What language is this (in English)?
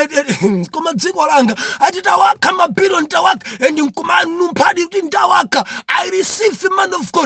Nyanja